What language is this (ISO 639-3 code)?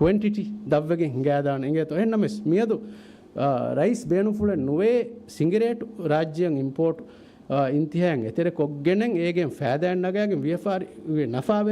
div